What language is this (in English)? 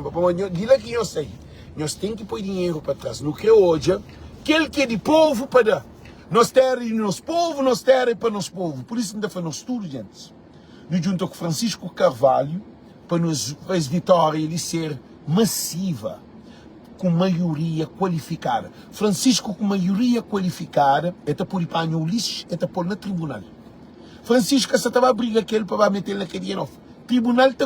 Kabuverdianu